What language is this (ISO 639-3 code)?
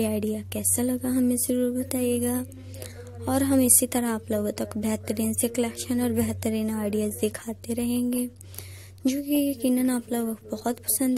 hin